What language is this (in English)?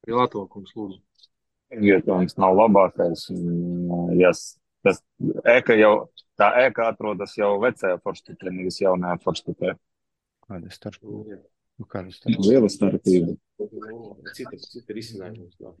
Latvian